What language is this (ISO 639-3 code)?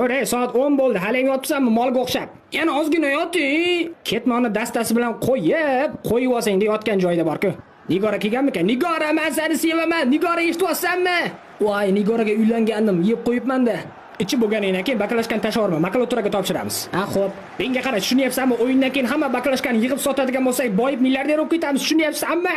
uzb